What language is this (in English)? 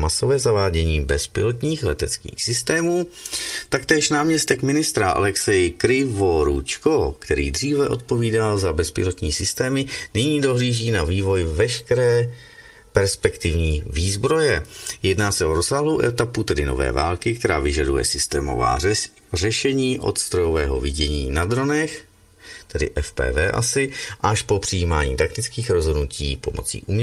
Czech